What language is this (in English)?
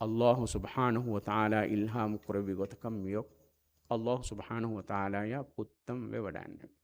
Divehi